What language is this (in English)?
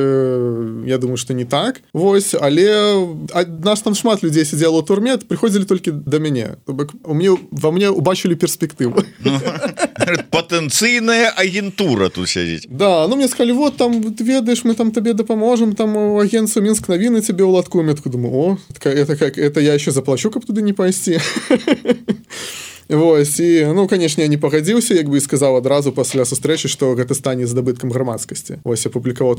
Belarusian